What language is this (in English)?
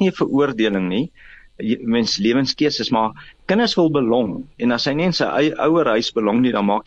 Afrikaans